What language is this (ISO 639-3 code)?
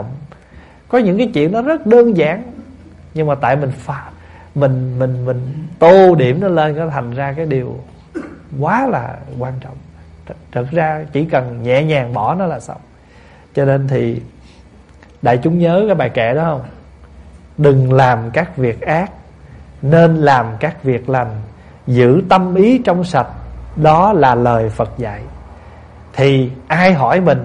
vie